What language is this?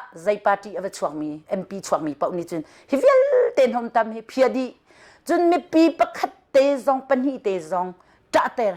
Hakha Chin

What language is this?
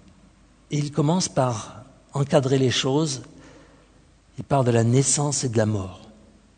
French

